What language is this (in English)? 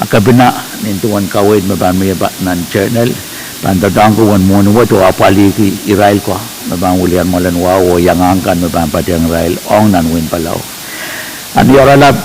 Pohnpeian